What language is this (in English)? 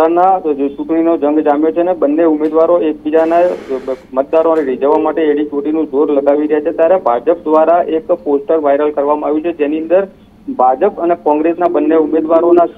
Gujarati